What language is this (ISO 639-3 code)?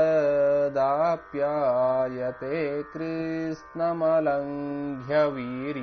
san